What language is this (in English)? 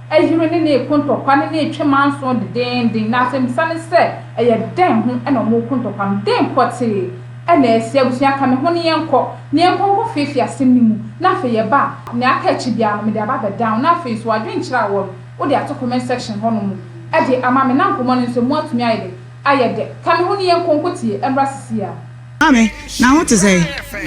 Akan